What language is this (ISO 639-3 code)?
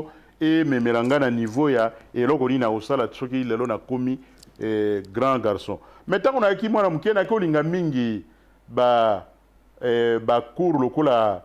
lin